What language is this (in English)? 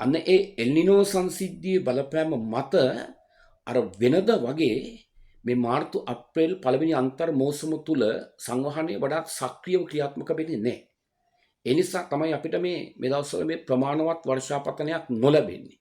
Sinhala